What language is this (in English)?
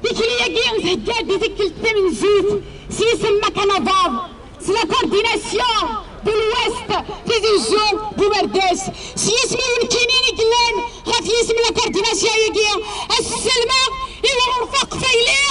Kabyle